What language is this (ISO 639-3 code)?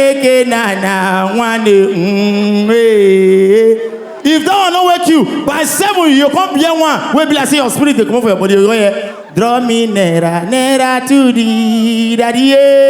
pcm